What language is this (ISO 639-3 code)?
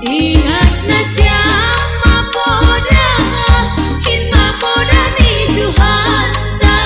bts